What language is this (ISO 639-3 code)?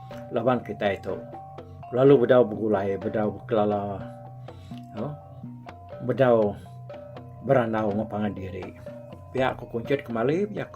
iba